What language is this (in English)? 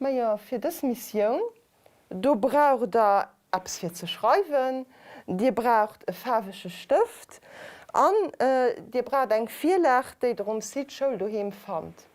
Luxembourgish